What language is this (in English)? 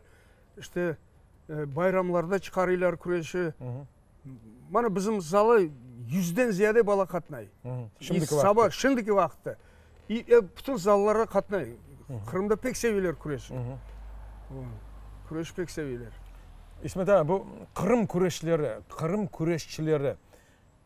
Crimean Tatar